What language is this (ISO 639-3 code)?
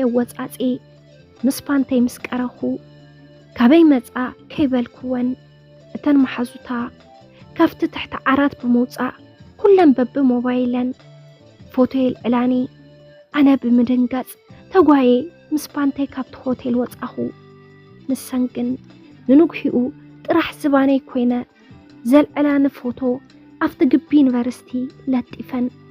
tir